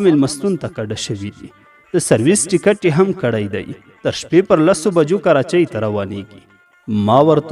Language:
Pashto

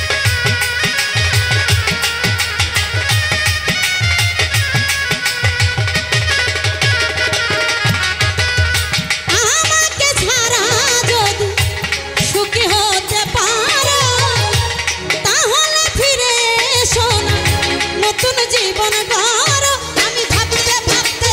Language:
Bangla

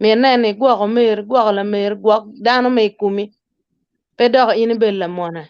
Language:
Acoli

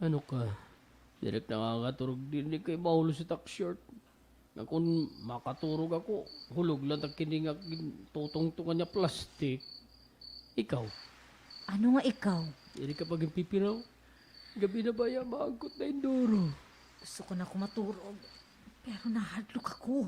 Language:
Waray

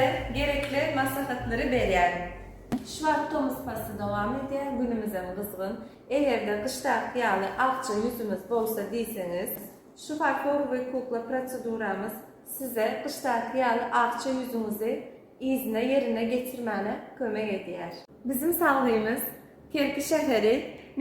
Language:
Turkmen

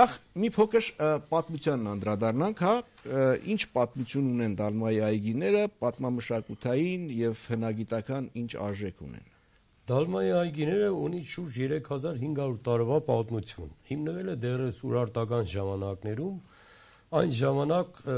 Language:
Armenian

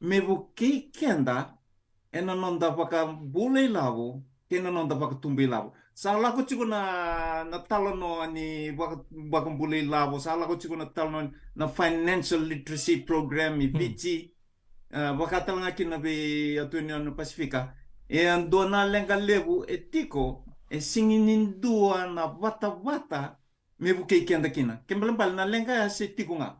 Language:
Fijian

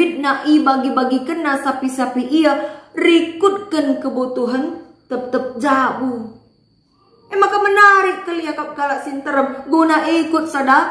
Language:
Batak Karo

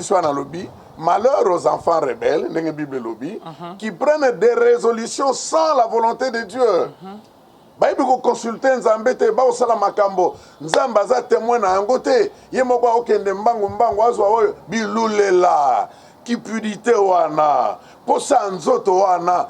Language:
Lingala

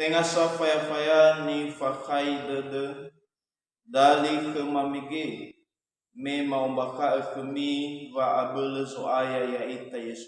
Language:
Nias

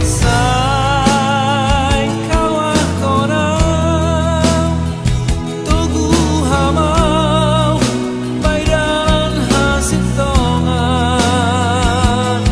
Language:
Batak Simalungun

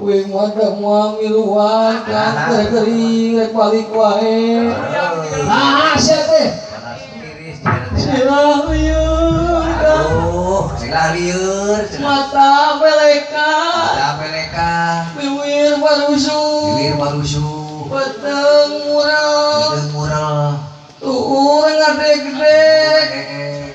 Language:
Sundanese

